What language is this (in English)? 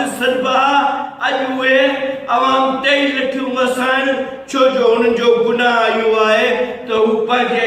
Sindhi